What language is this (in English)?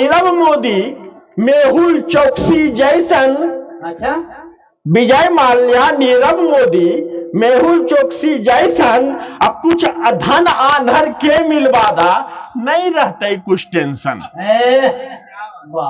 Magahi